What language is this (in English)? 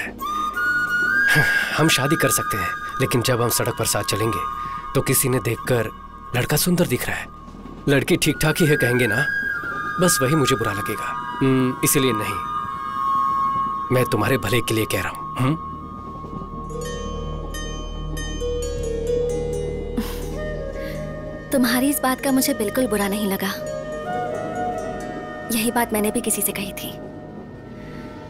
Hindi